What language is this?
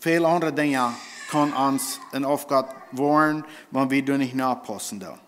Plautdietsch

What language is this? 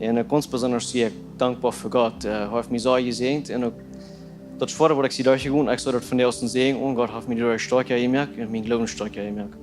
Plautdietsch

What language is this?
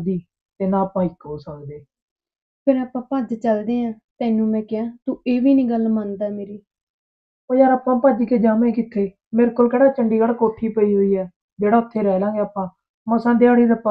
Punjabi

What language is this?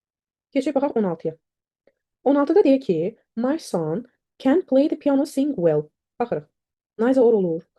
Azerbaijani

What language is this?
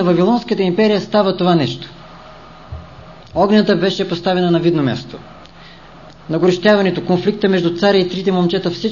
Bulgarian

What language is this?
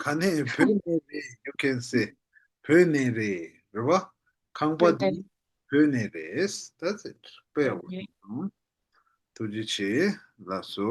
Tibetan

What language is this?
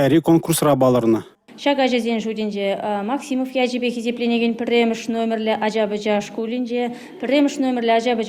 Chuvash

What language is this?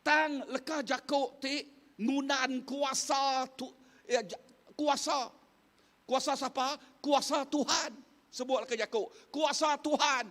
Iban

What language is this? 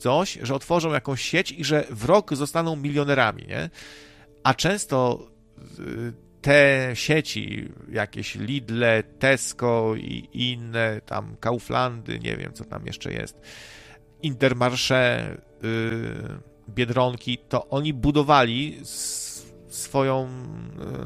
Polish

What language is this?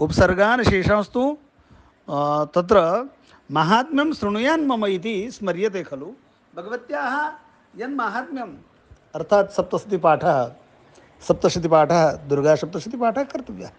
Sanskrit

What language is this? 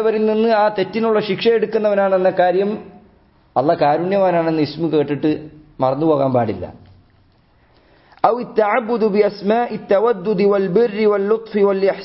Malayalam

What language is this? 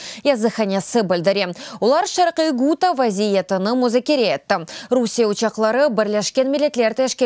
Crimean Tatar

